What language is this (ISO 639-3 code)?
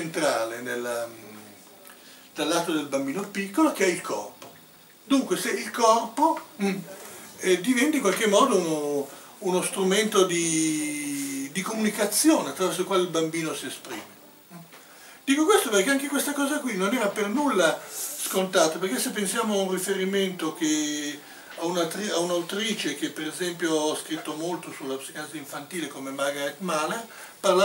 ita